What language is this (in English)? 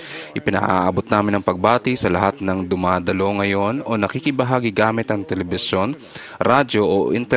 Filipino